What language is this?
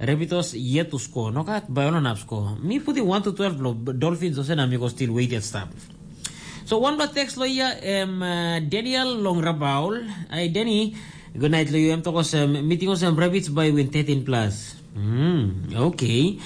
Tok Pisin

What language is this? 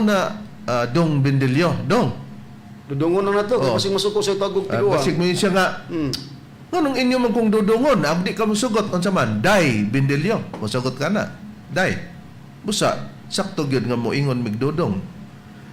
Cebuano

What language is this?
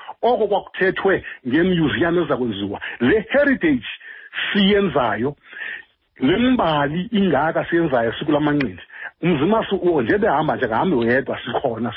Xhosa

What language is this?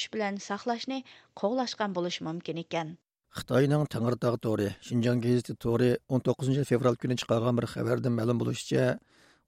Uyghur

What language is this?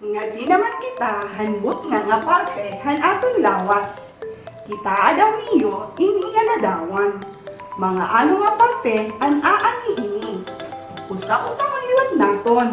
Waray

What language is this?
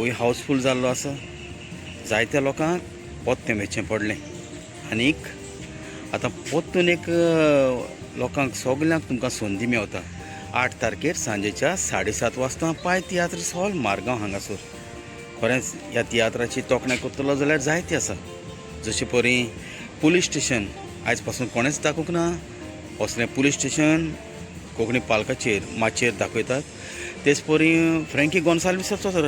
Konkani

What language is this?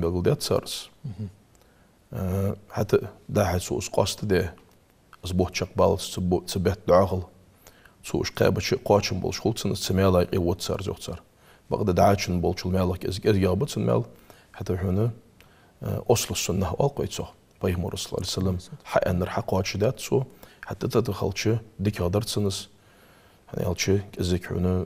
Ingush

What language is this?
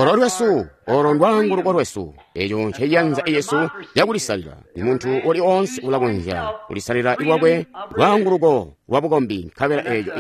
Tonga (Zambia)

